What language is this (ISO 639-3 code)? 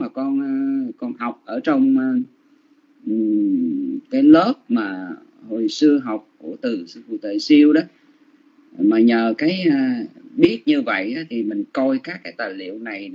vie